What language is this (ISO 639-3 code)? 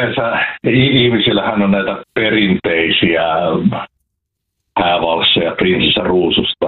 fin